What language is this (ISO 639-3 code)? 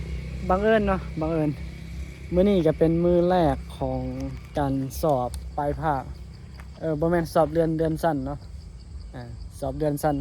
tts